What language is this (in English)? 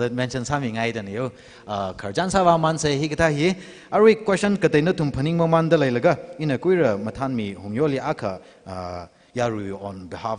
Tangkhul Naga (India)